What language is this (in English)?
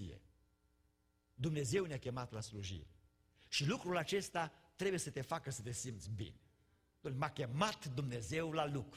Romanian